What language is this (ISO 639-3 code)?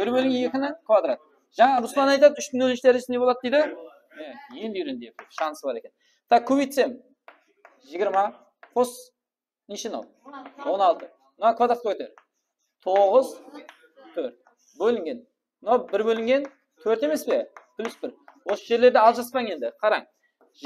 kaa